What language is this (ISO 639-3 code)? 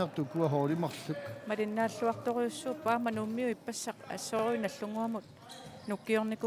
kal